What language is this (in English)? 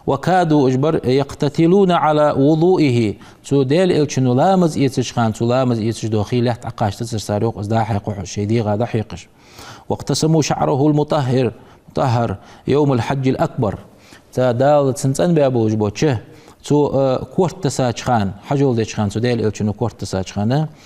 Ingush